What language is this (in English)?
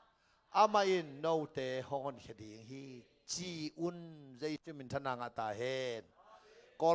Tedim Chin